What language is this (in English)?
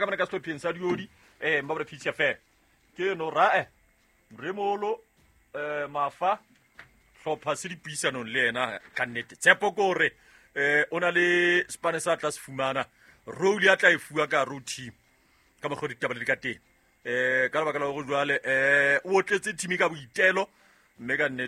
Southern Sotho